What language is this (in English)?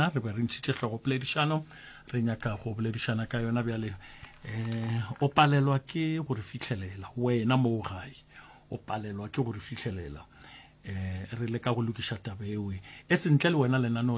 Northern Sotho